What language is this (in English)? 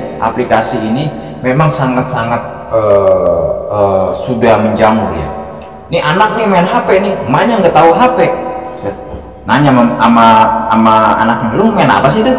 Betawi